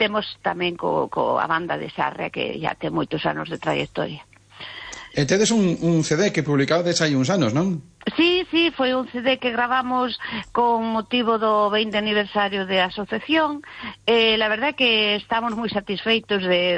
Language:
Galician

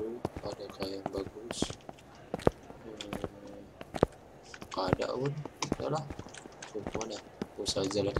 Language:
Indonesian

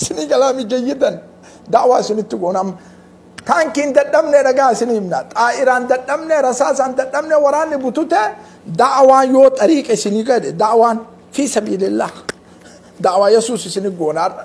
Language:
Oromo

